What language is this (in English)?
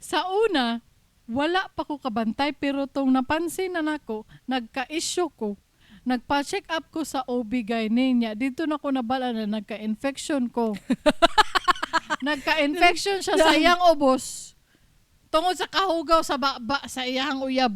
Cebuano